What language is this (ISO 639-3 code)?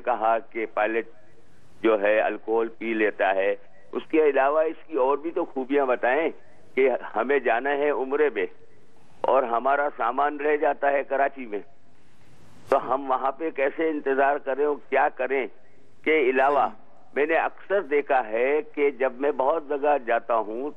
urd